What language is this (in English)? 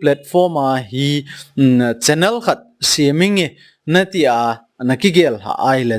Thado Chin